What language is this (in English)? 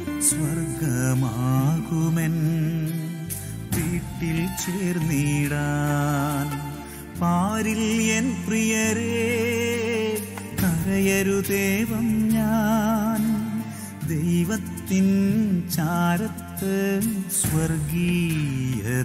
Malayalam